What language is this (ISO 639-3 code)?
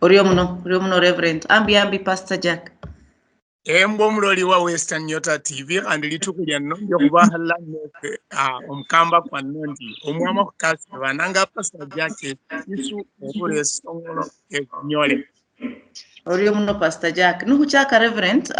luy